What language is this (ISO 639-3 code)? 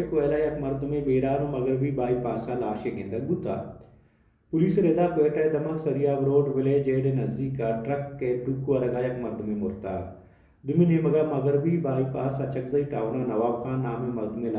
bal